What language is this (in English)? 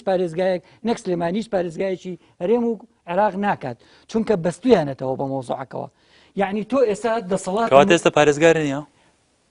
Central Kurdish